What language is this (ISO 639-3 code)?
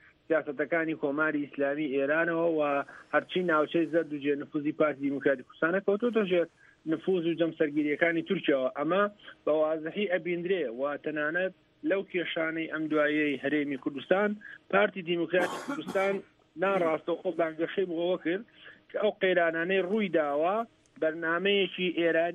ckb